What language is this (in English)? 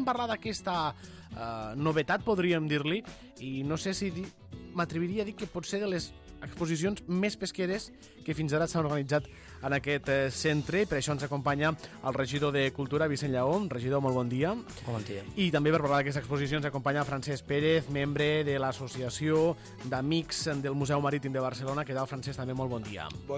Catalan